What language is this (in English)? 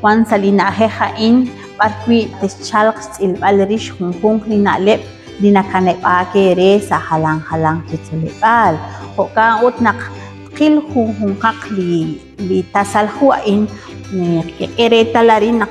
Kekchí